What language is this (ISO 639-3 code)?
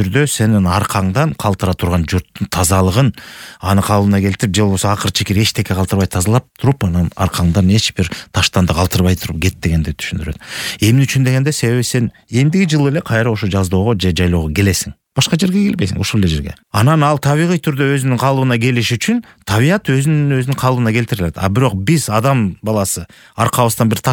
kir